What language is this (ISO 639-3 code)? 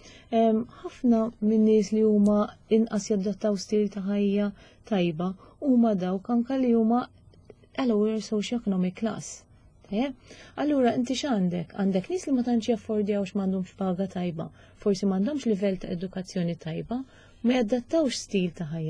mlt